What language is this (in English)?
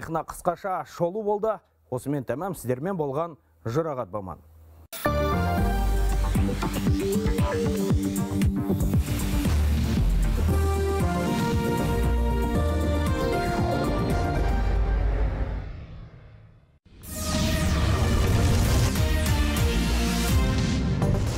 Kazakh